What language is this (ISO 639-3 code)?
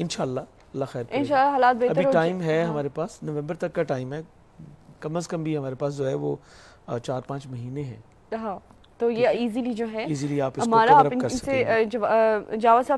urd